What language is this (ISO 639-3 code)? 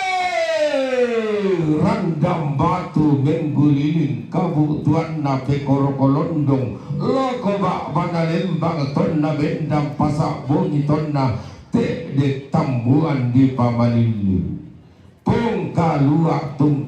sda